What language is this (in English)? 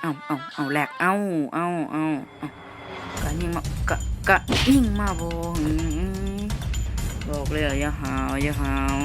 Northeastern Thai